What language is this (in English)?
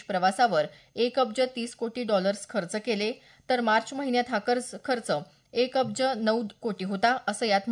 Marathi